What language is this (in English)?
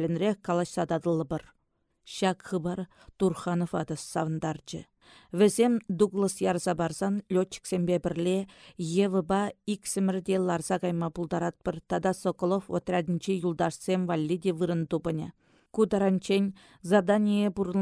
Chuvash